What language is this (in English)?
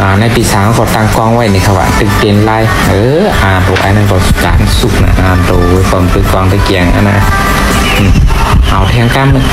Shan